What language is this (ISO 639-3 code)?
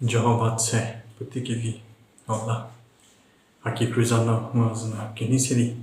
njm